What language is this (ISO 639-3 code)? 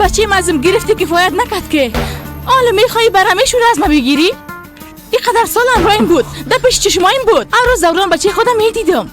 fas